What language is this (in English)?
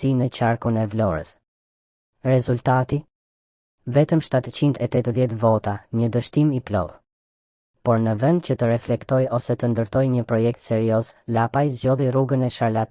Albanian